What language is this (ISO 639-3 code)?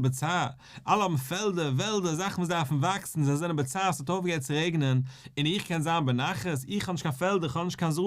yid